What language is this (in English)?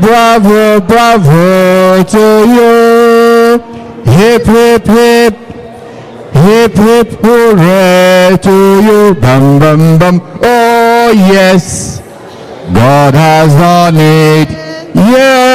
Igbo